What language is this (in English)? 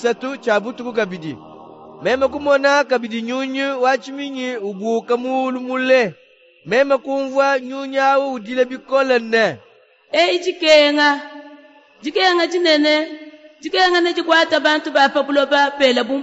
Luba-Lulua